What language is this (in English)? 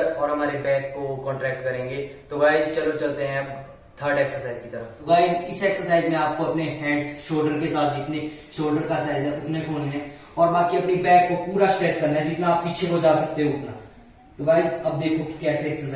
Hindi